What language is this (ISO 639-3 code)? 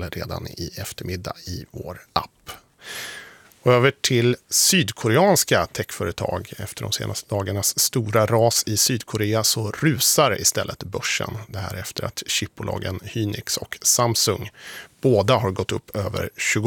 swe